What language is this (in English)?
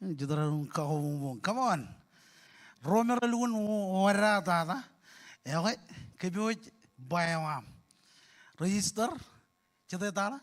Marshallese